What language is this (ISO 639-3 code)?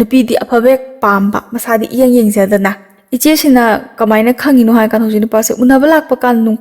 mni